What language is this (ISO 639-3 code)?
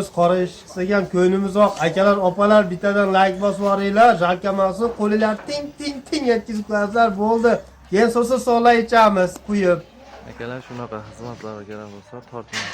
uzb